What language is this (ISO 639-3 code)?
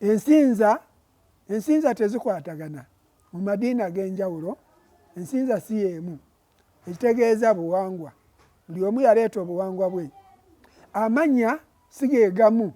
lug